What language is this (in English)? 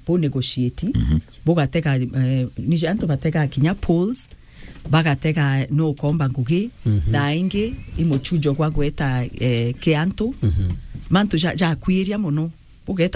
Meru